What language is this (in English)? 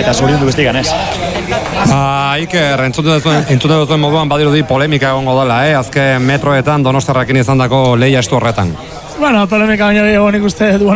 Basque